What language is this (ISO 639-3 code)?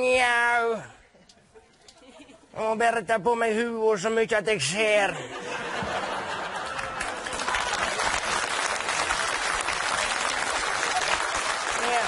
nor